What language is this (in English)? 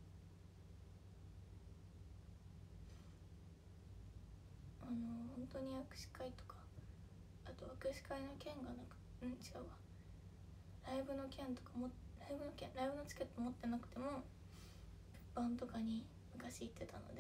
Japanese